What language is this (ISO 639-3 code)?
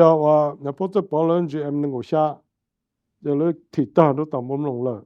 hmn